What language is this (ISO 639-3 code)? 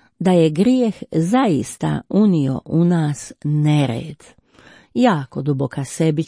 hrv